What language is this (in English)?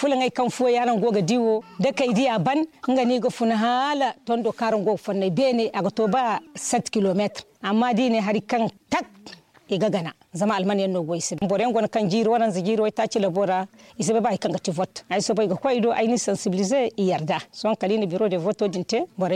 Zarma